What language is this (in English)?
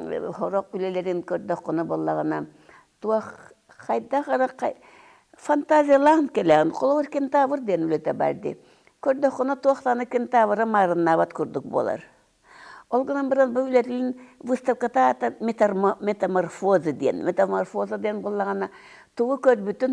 Yakut